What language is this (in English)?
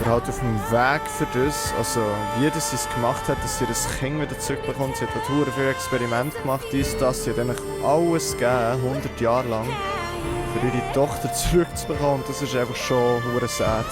Swiss German